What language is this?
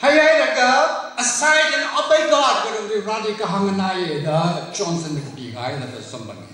Tangkhul Naga (India)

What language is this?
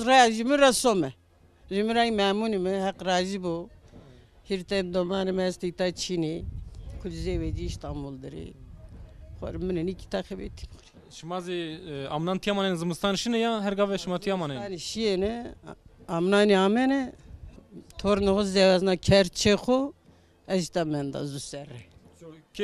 Zaza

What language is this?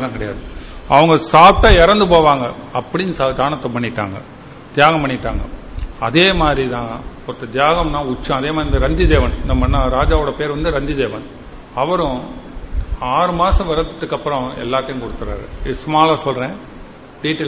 Tamil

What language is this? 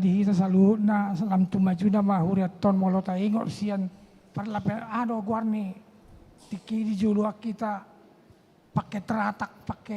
Batak Toba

